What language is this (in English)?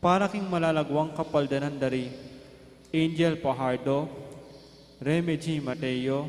Pampanga